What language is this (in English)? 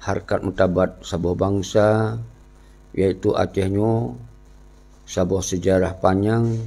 Achinese